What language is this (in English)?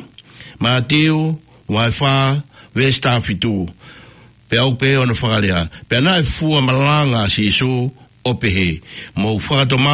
Tongan